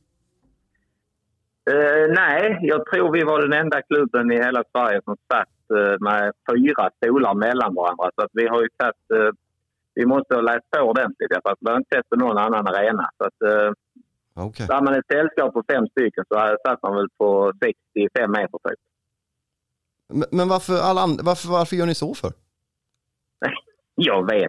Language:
Swedish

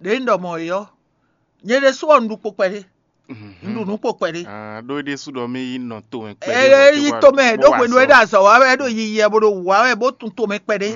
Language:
Fon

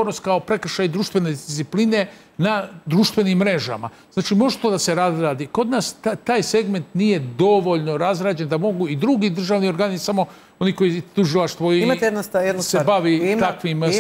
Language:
Serbian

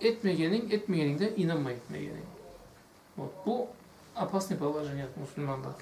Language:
Karachay-Balkar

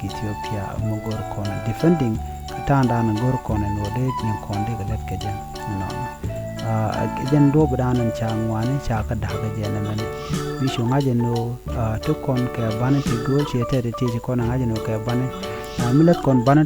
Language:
Nuer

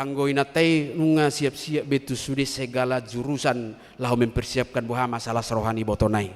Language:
Batak Toba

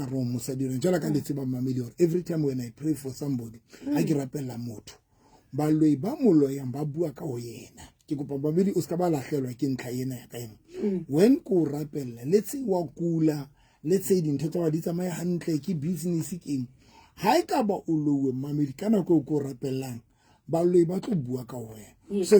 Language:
Southern Sotho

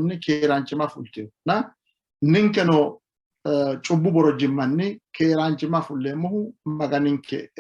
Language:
Sidamo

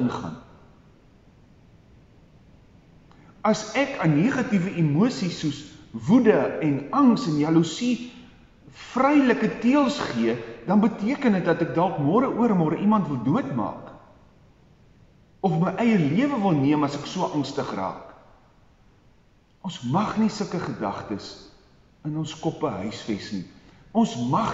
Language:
Afrikaans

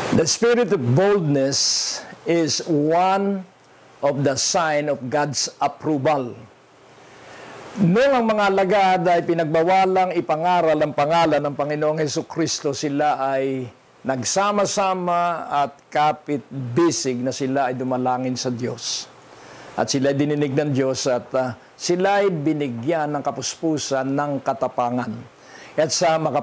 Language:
Filipino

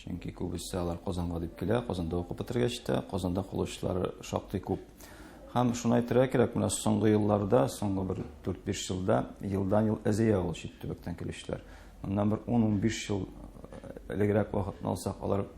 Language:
Tatar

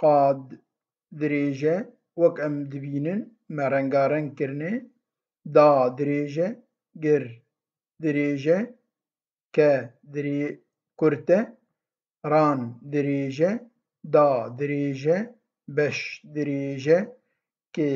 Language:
Kurdish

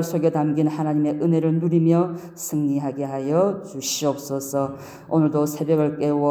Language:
Korean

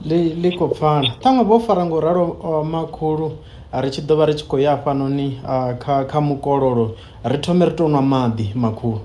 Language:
Venda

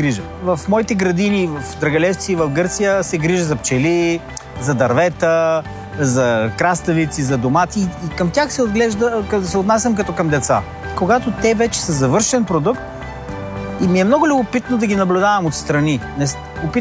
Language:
Bulgarian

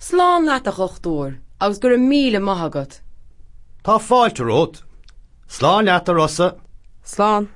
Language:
Irish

